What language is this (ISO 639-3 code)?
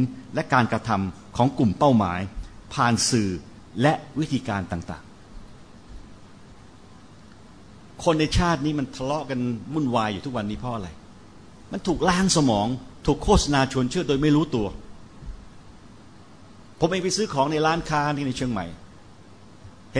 tha